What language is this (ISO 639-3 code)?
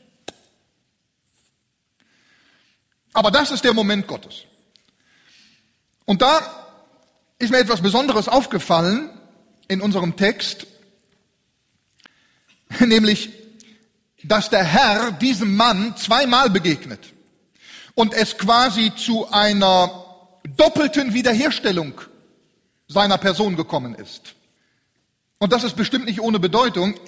deu